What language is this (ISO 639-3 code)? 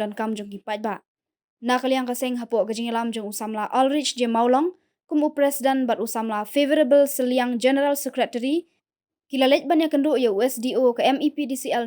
kha